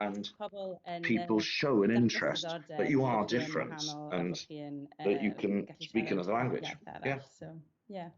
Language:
Welsh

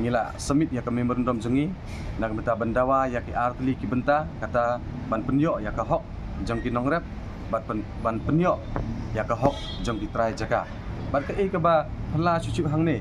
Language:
Khasi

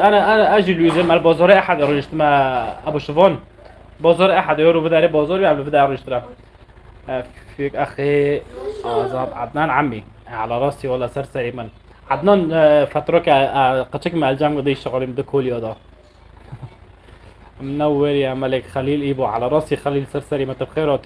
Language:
North Levantine Arabic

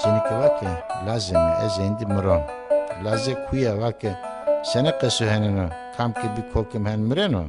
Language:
Zaza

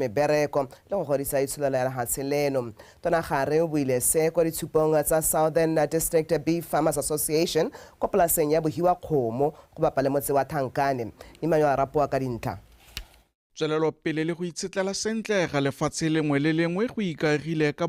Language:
Tswana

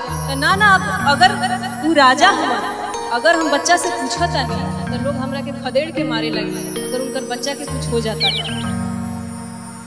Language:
Bhojpuri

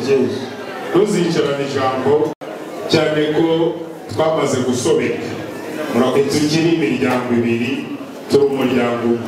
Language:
Kinyarwanda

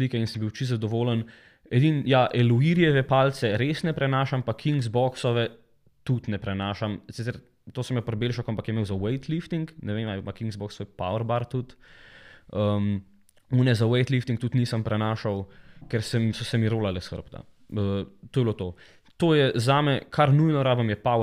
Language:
Slovenian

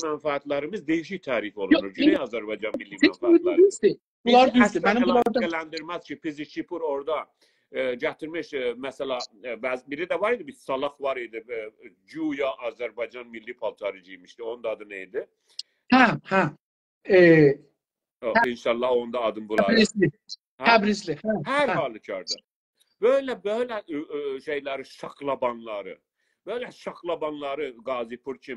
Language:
South Azerbaijani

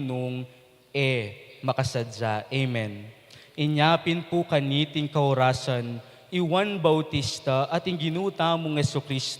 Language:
Pampanga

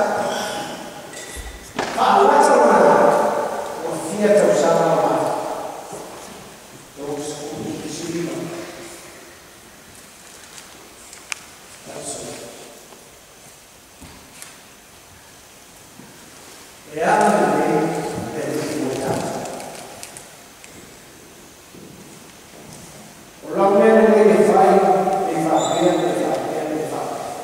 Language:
Samoan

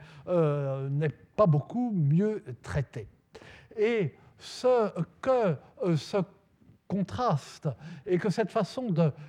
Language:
French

